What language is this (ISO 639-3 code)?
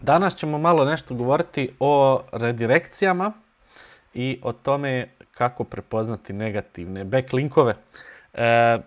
bos